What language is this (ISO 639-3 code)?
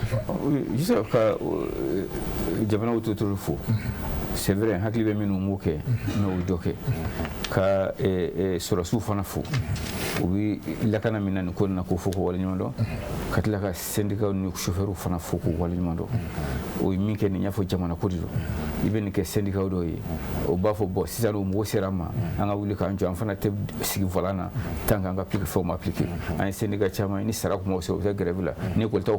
bam